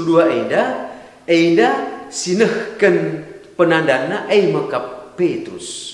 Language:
Batak Karo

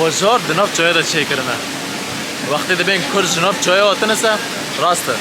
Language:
Kurdish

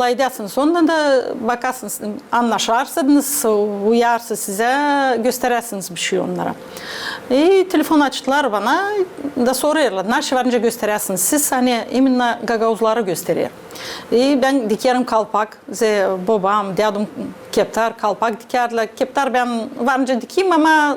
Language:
Gagauz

